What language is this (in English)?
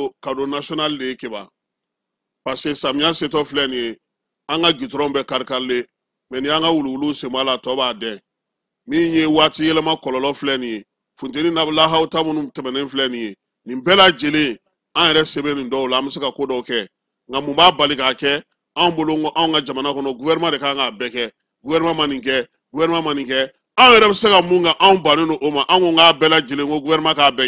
Bambara